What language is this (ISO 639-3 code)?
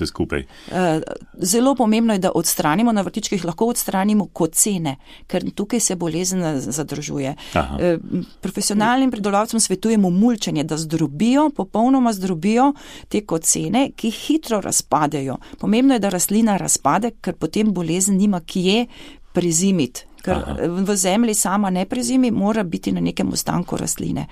slv